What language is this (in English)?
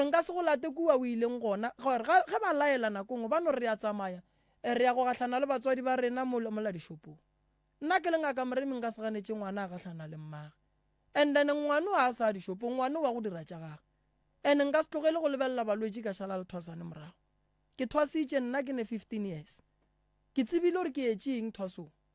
Northern Sotho